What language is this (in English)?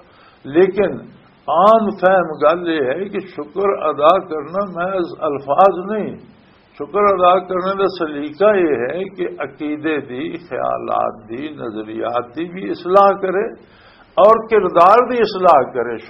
Western Panjabi